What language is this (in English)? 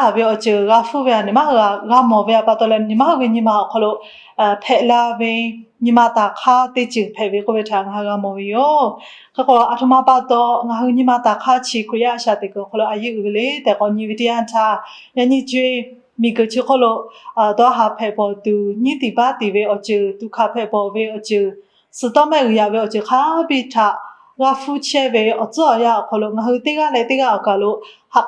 Lahu